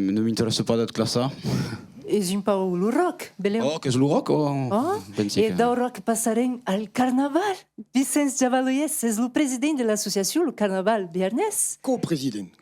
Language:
Occitan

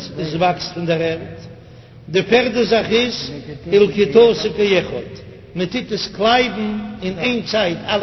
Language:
Yiddish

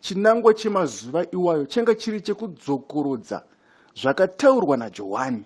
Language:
Shona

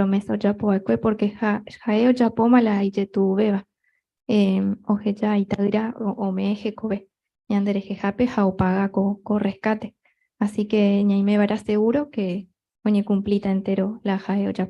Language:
Guarani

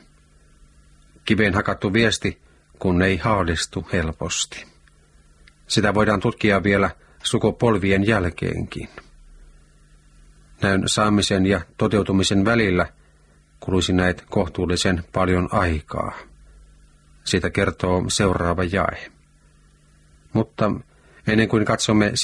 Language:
Finnish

